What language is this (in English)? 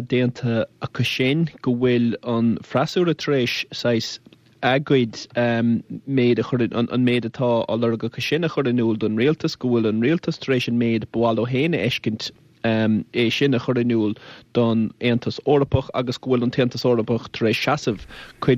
Irish